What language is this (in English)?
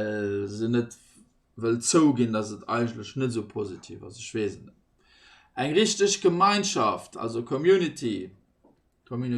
Luxembourgish